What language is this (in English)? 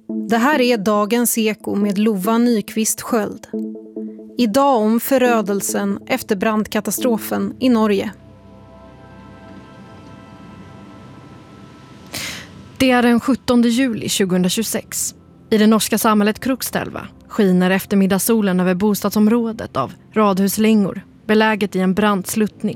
Swedish